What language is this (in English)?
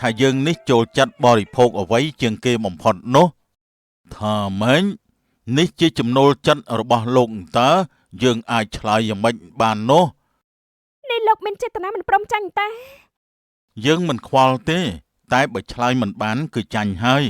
Khmer